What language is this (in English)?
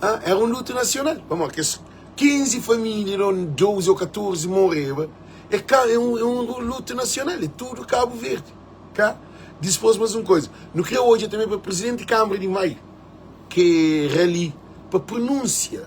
Kabuverdianu